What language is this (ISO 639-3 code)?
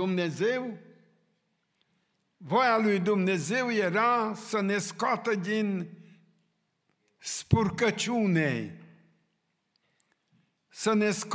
ron